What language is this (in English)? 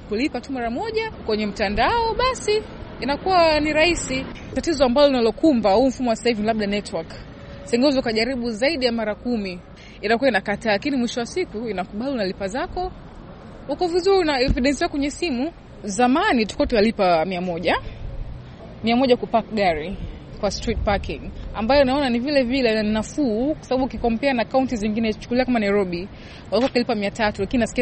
Swahili